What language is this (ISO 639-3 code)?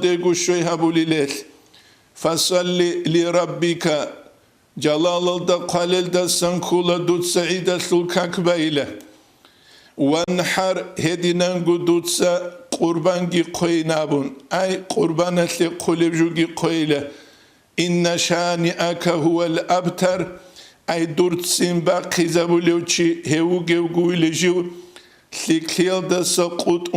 ava